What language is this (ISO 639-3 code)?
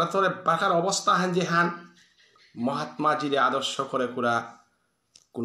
bpy